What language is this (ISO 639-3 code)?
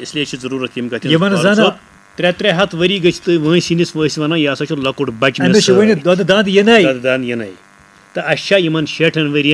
kas